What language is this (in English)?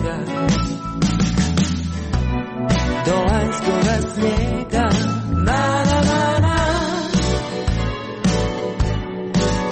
Croatian